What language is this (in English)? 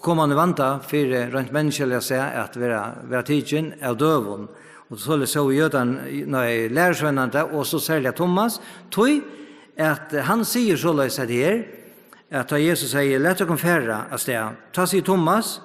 Faroese